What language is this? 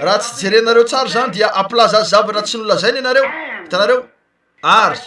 Malagasy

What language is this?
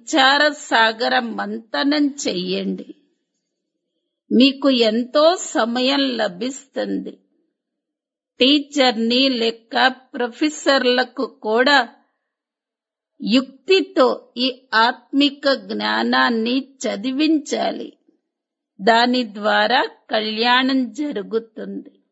Telugu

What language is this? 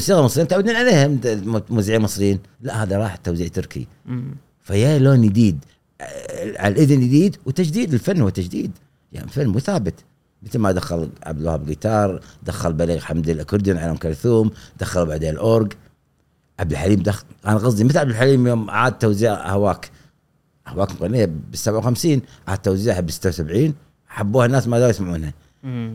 Gulf Arabic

